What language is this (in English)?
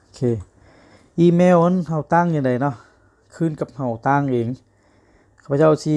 Lao